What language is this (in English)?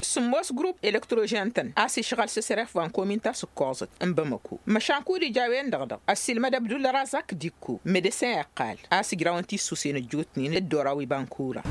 Tamasheq